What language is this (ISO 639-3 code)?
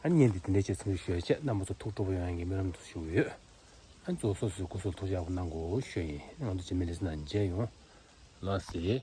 bod